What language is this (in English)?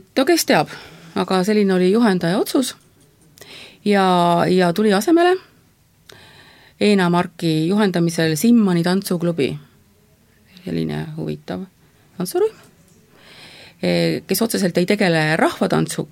Estonian